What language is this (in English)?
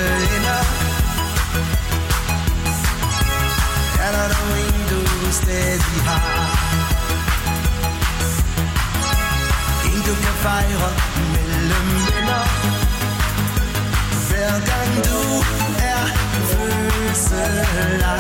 Danish